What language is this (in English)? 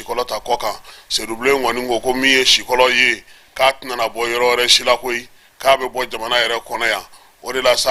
Bambara